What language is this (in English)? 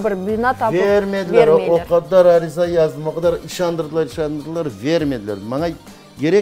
Crimean Tatar